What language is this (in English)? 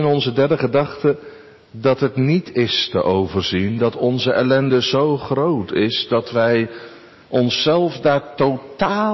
Dutch